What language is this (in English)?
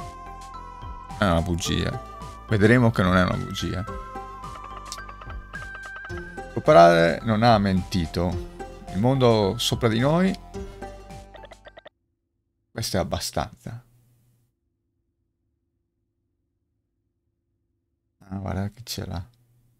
Italian